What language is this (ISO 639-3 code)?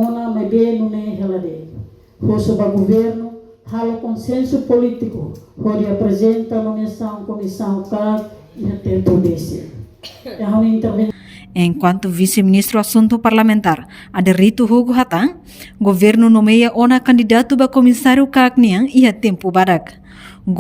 tet